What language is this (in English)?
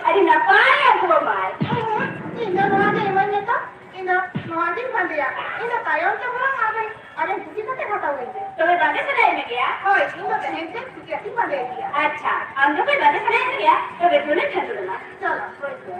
Santali